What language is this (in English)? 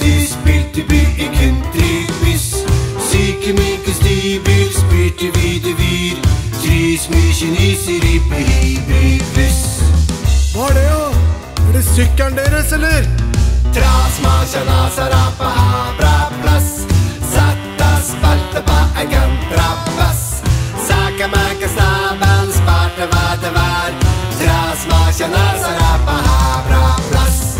Norwegian